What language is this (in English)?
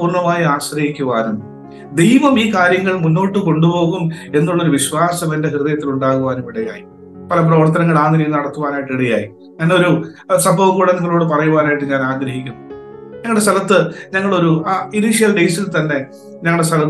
Malayalam